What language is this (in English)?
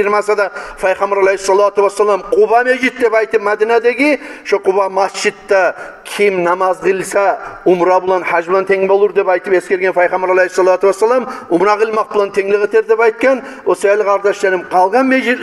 Kumyk